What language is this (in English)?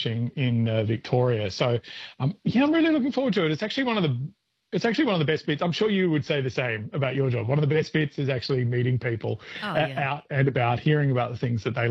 English